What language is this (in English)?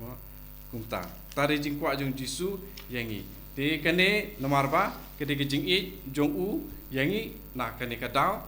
Khasi